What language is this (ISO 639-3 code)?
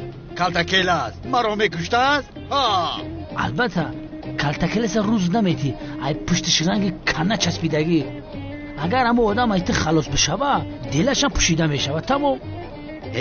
tgk